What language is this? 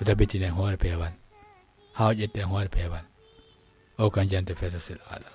Fula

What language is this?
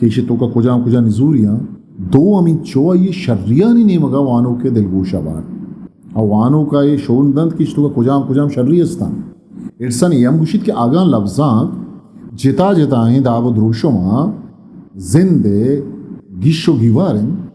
Eastern Balochi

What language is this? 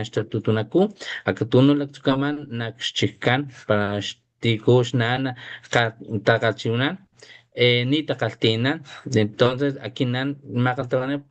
Papantla Totonac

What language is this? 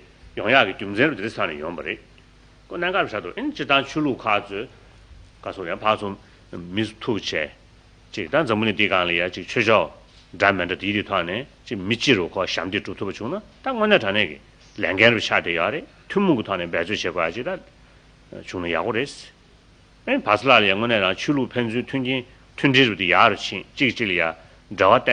Tibetan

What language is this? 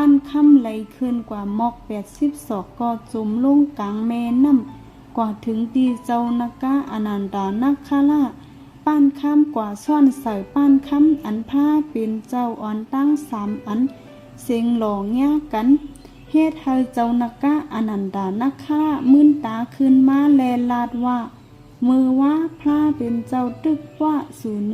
Shan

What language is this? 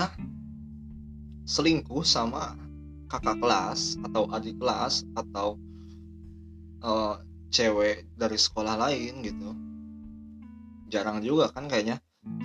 Indonesian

